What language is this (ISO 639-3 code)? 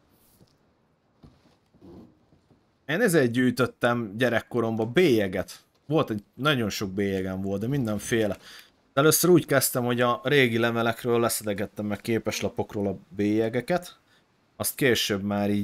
hun